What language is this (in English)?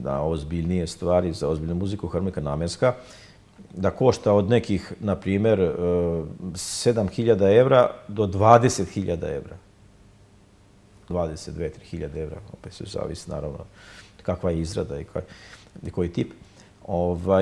Serbian